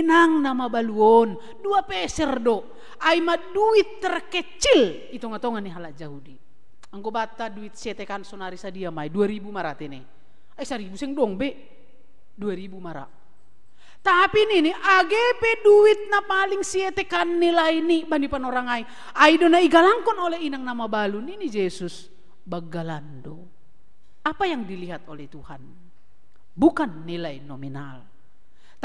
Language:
Batak Simalungun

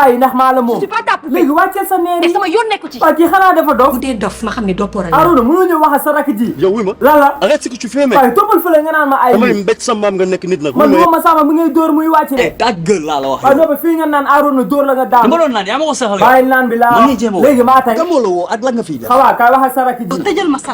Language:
Wolof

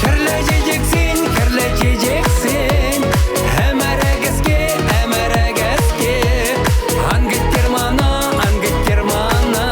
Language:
Chuvash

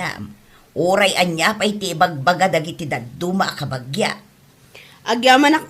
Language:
Iloko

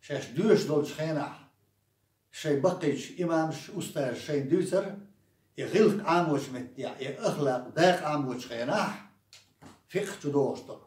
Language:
Chechen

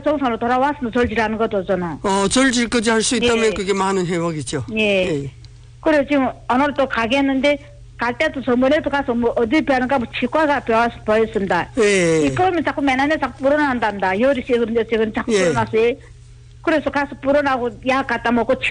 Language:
Korean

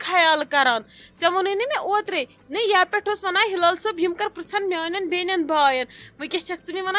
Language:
Kashmiri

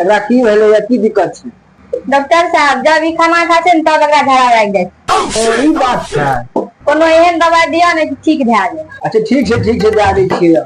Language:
Maithili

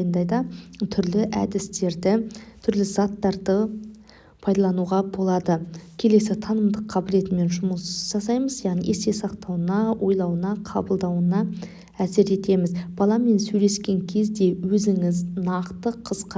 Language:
Kazakh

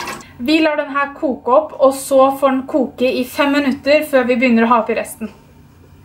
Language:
Norwegian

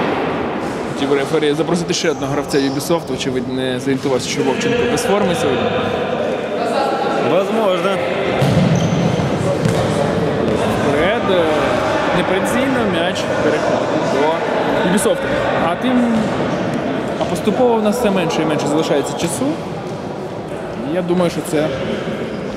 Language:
Ukrainian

